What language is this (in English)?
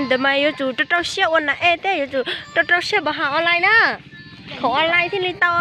Hmong